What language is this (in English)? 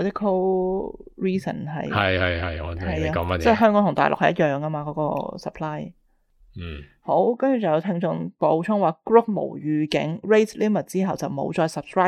Cantonese